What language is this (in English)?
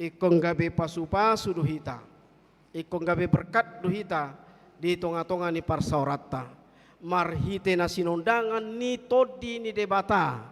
Batak Toba